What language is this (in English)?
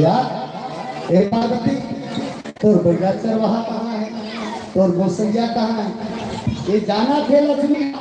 Chhattisgarhi